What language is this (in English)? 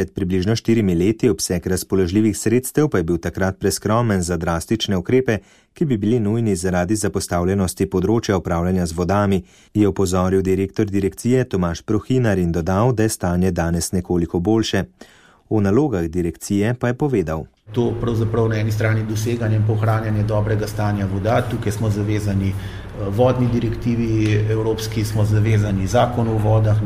Slovenian